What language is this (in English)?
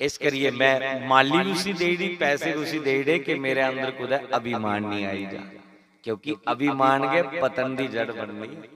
Dogri